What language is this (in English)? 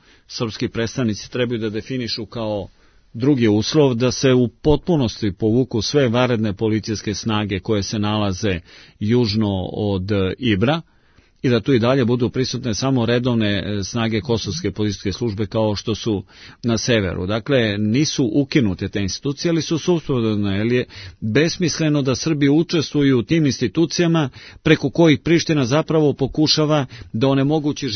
Serbian